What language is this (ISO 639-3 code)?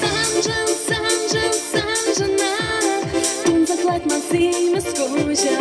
chv